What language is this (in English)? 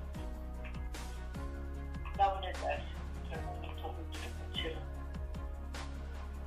Gujarati